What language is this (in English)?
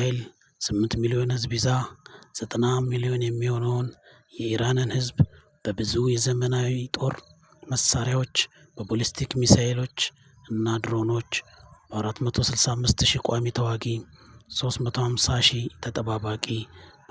Amharic